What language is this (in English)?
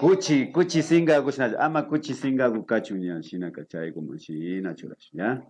Imbabura Highland Quichua